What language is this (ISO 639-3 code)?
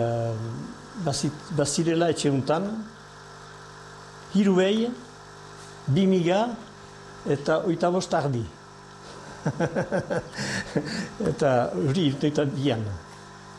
eus